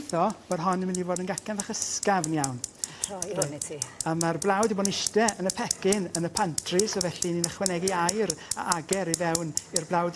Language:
Welsh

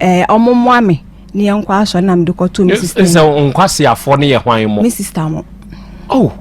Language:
Akan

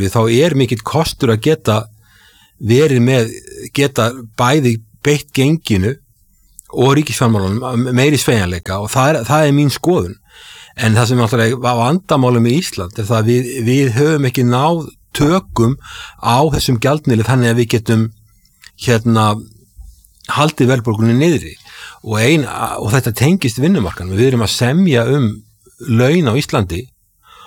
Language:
Icelandic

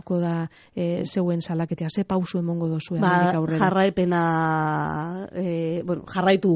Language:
Basque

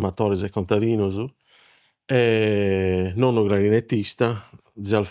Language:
Sardinian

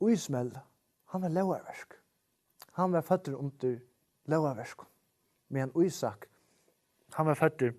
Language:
Faroese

